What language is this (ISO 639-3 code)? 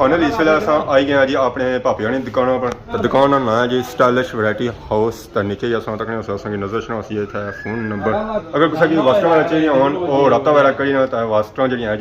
phr